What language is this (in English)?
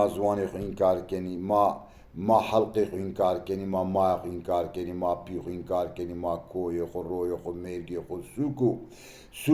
Zaza